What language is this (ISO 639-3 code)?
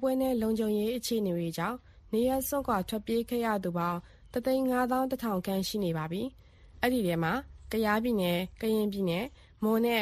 mya